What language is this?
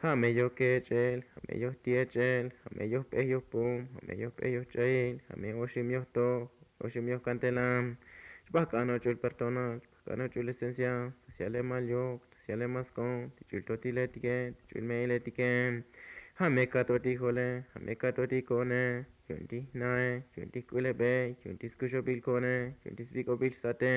Tzotzil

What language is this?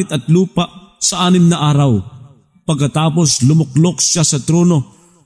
Filipino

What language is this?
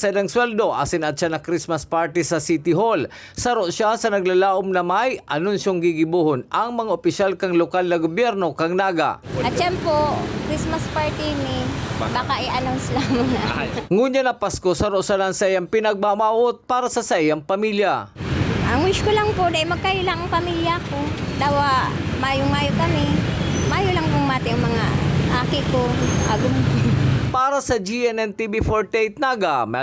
Bikol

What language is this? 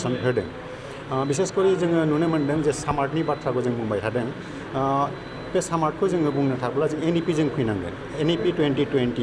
Bodo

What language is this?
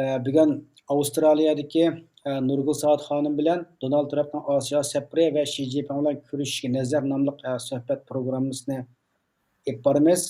Uyghur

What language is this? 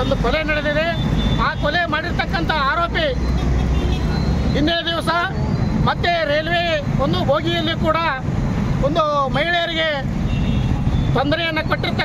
Kannada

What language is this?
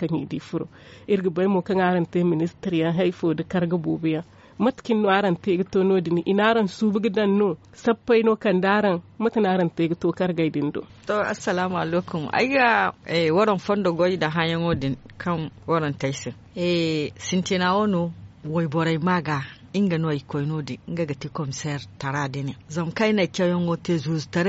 Zarma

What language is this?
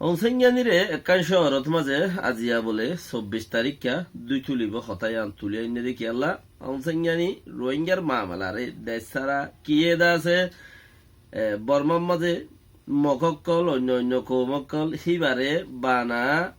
Rohingya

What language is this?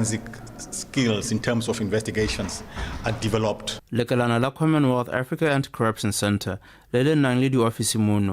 Tswana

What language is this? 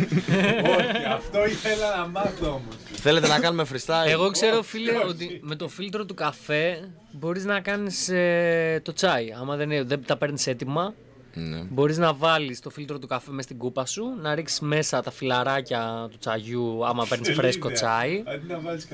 Greek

